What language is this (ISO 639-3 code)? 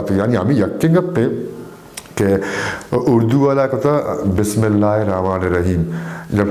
bal